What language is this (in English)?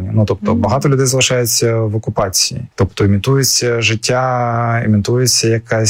Ukrainian